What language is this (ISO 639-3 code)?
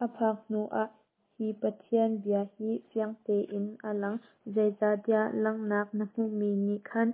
cnh